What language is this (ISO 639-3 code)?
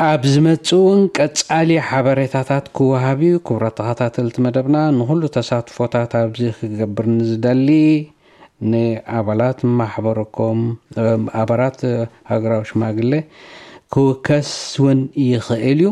tir